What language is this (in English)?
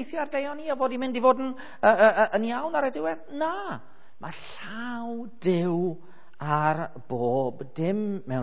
Welsh